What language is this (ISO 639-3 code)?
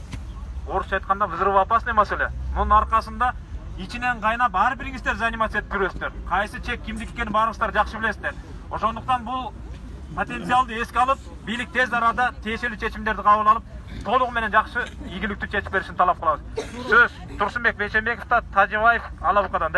kir